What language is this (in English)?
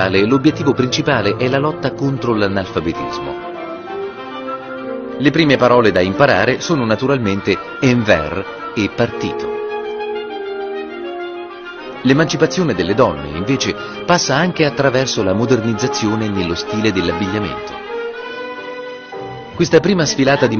Italian